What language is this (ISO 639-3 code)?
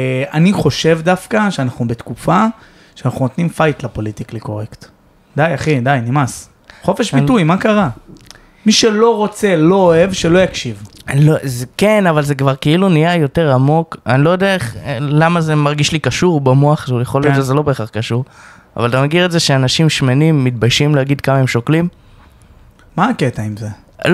heb